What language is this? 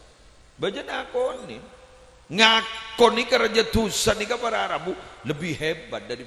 Madurese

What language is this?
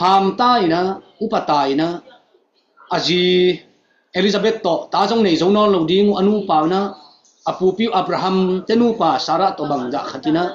Tedim Chin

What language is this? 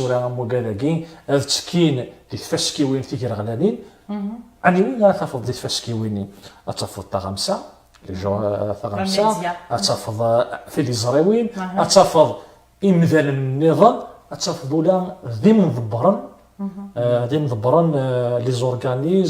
Kabyle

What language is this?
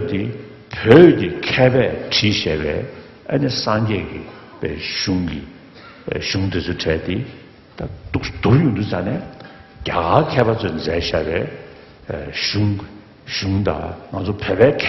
Tibetan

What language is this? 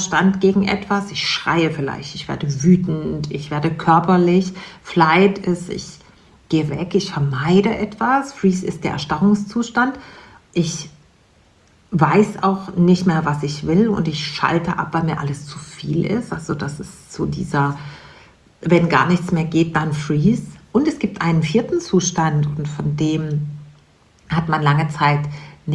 German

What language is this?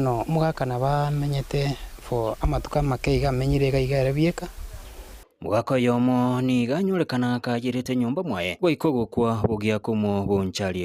Gusii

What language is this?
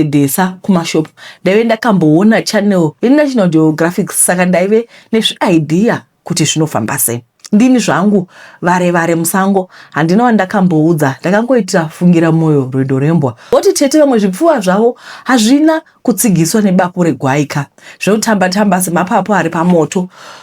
Shona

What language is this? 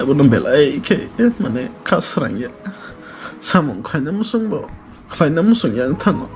Kok Borok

